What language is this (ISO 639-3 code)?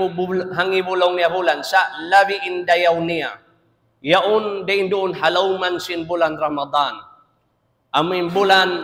tsg